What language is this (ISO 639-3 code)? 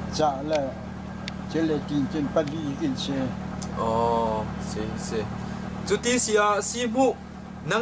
cnh